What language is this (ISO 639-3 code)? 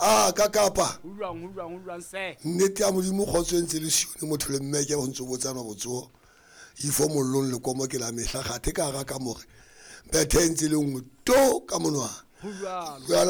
sot